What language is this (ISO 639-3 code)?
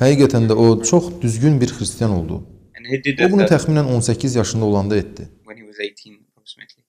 aze